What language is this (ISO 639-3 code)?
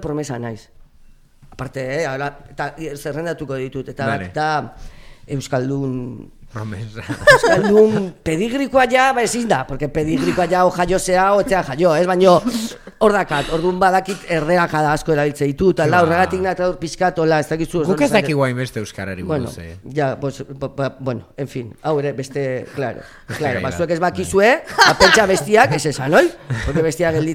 eus